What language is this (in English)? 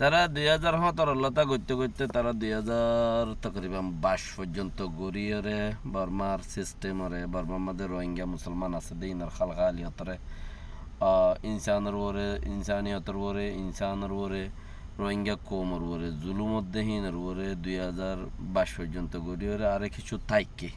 Rohingya